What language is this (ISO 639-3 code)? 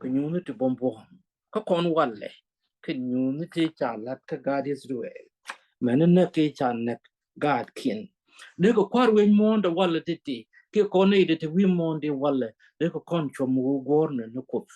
nus